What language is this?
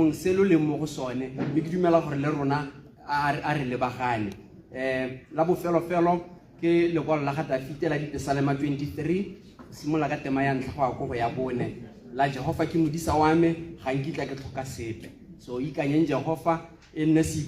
Tswana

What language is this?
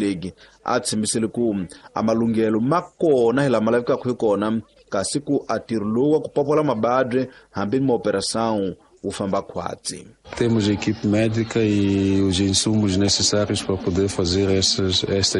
Tsonga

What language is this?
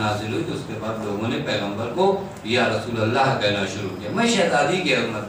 Urdu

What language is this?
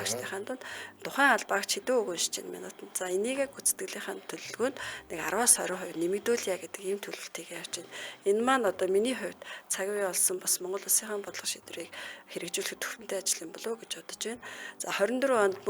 Mongolian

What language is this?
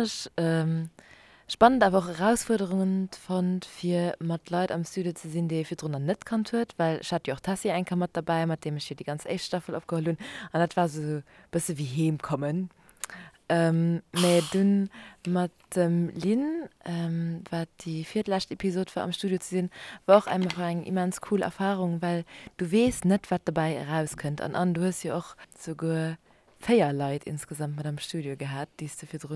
Luxembourgish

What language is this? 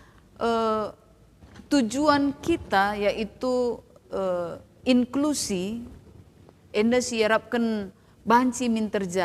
Batak Karo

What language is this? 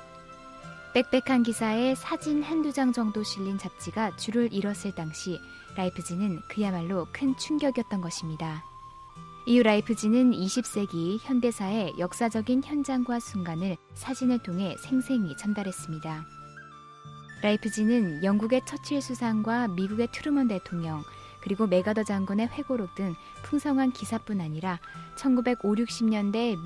Korean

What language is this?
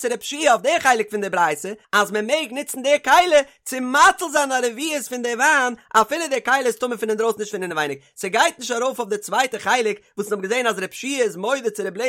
Yiddish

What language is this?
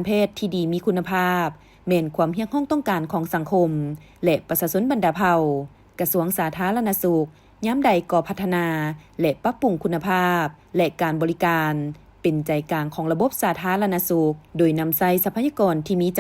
Lao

